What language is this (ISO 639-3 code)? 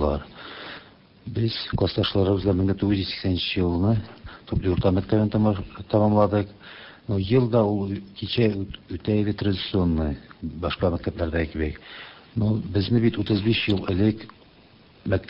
tat